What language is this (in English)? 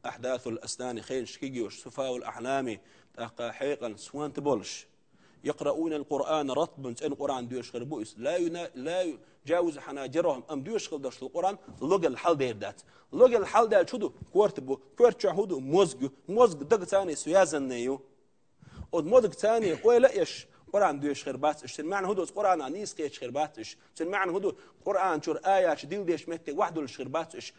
Chechen